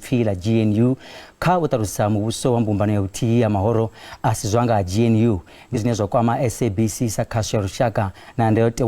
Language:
Venda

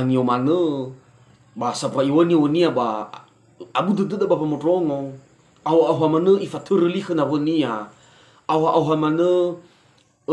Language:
Nias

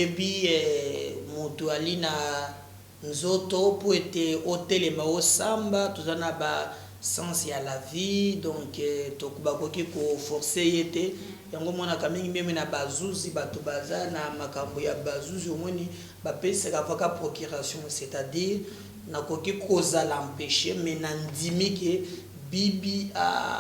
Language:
Lingala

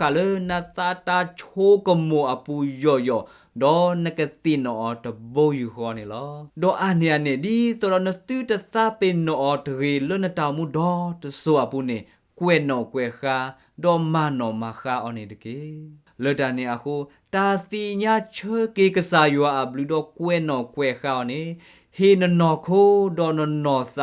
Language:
S'gaw Karen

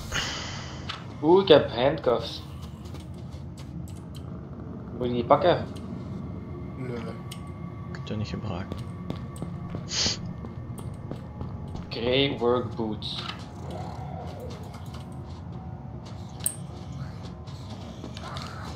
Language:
Dutch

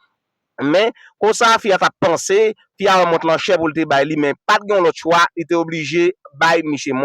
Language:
Haitian Creole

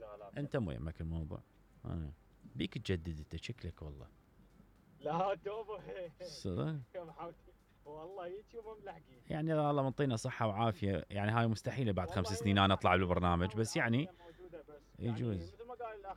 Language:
Mesopotamian Arabic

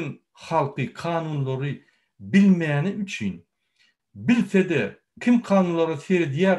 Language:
Turkmen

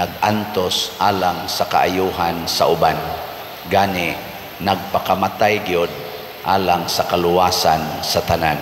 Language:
Cebuano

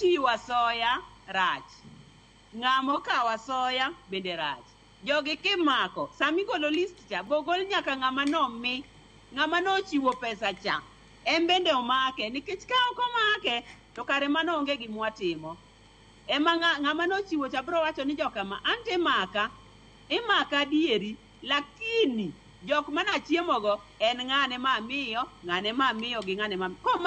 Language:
Luo (Kenya and Tanzania)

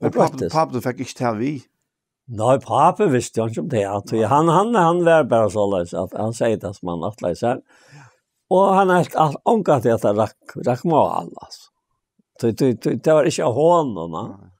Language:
Faroese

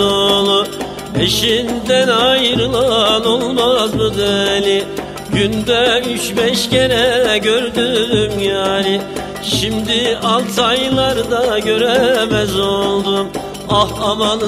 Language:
Turkish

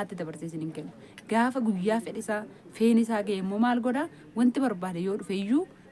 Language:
Oromo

